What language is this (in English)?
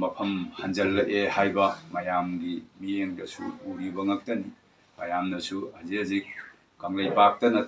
Manipuri